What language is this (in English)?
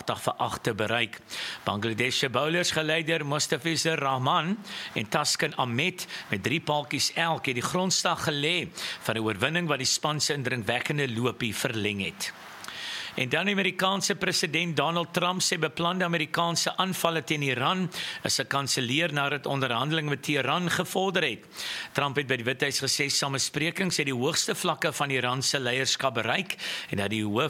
Afrikaans